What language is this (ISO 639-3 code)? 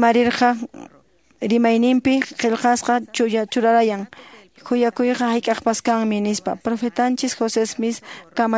que